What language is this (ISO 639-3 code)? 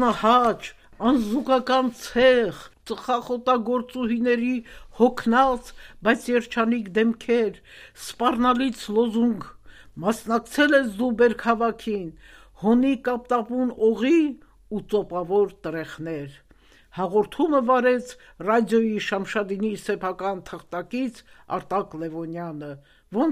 hye